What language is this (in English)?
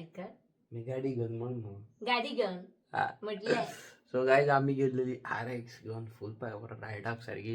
Konkani